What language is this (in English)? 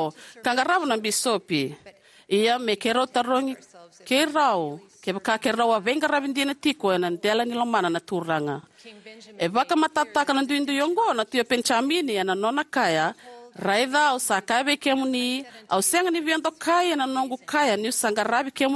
Fijian